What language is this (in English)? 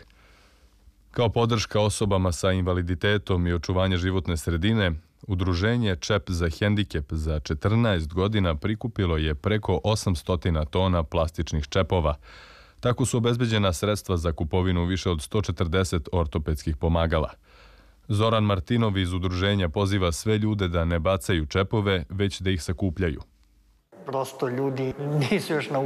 Serbian